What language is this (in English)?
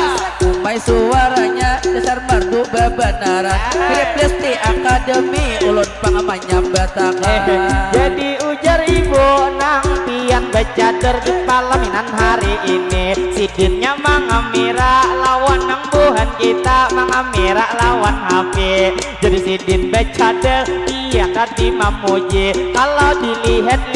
Banjar